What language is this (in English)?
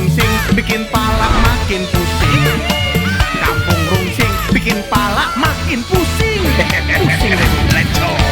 Betawi